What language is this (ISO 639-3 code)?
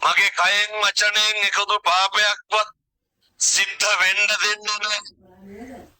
sin